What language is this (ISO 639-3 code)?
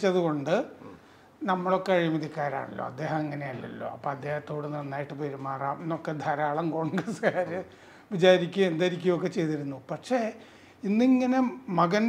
mal